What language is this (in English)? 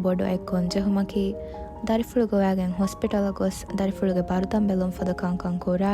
Divehi